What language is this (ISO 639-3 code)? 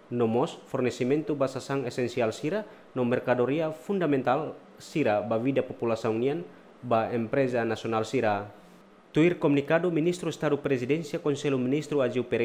tet